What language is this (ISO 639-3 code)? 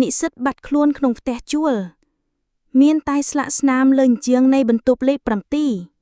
khm